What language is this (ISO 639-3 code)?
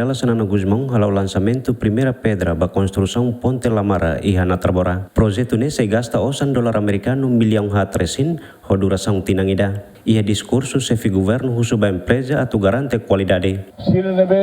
tet